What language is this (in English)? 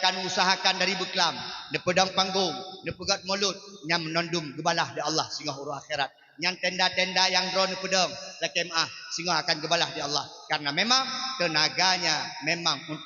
Achinese